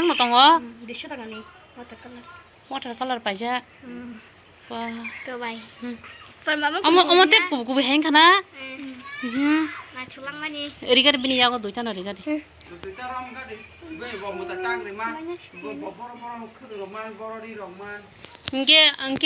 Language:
Kok Borok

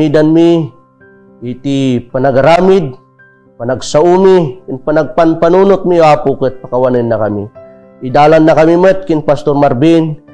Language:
Iloko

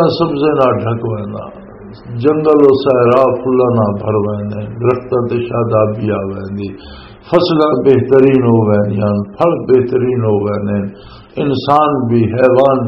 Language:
Western Panjabi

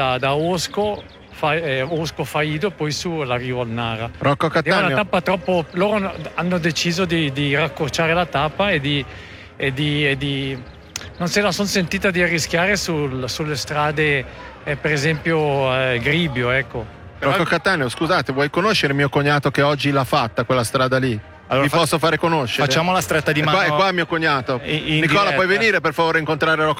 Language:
Italian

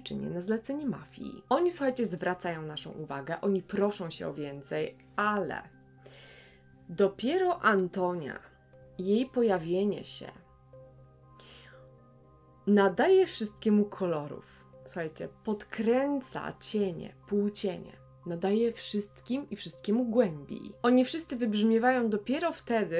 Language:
Polish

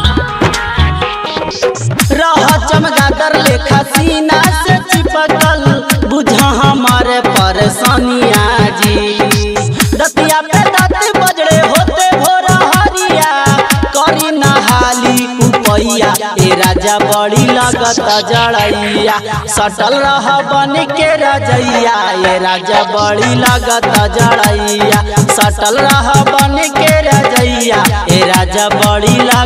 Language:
Bhojpuri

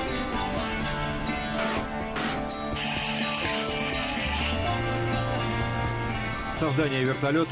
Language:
Russian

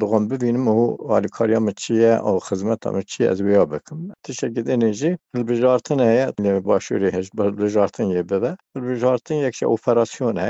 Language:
Kurdish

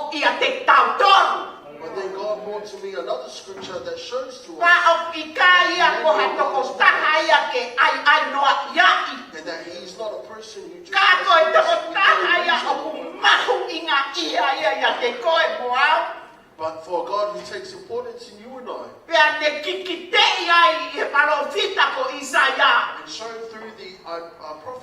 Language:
Tongan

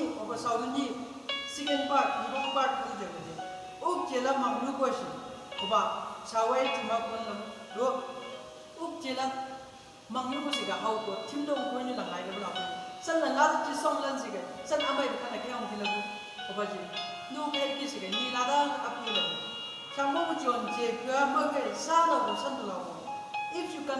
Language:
Chang Naga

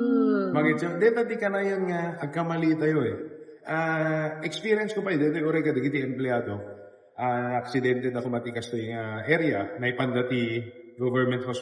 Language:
Iloko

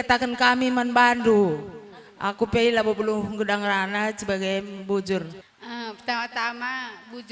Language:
Batak Karo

